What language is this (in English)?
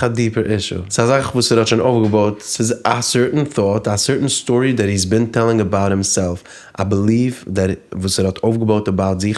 Yiddish